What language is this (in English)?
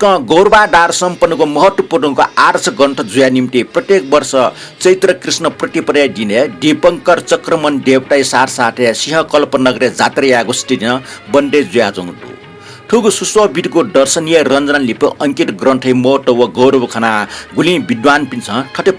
Newari